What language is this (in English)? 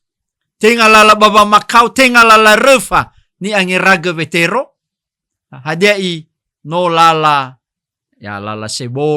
Nias